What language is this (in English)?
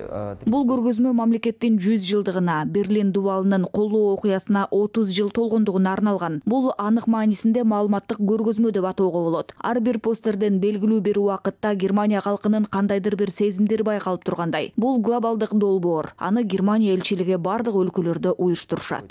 Kyrgyz